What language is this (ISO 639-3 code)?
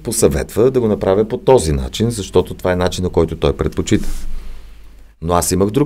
bul